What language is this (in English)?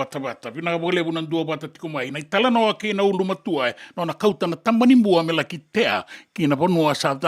Fijian